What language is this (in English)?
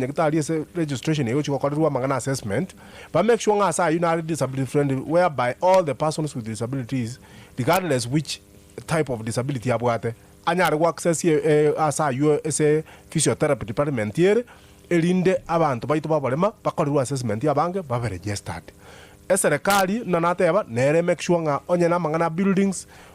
Gusii